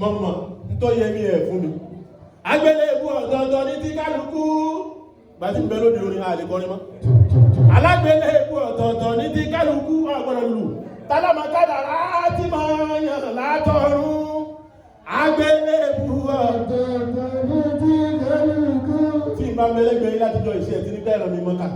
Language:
Yoruba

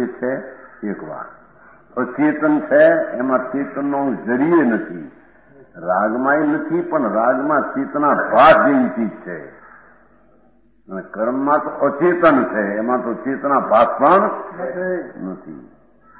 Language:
Gujarati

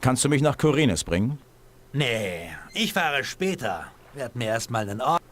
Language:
Bavarian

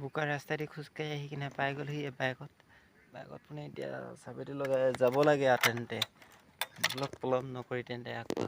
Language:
Assamese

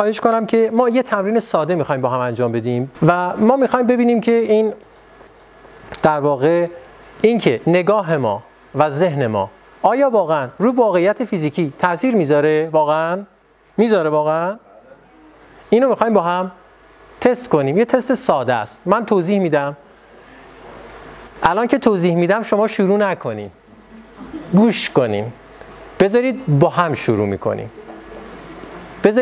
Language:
Persian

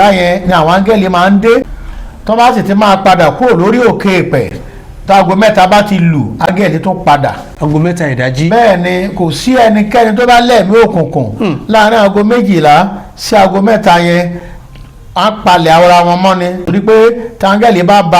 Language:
Yoruba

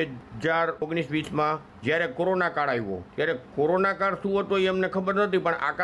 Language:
Gujarati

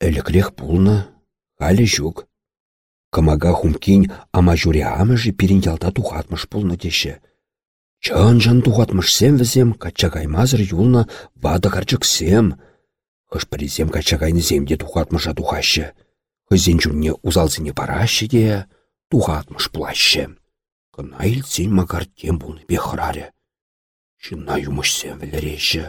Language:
Chuvash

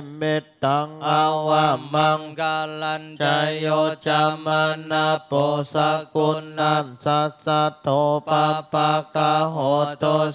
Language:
Pali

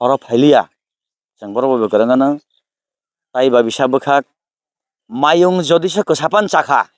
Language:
Kok Borok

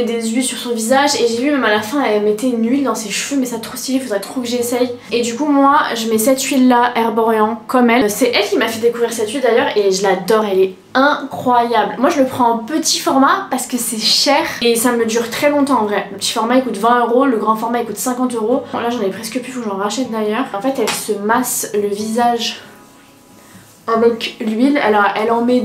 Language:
French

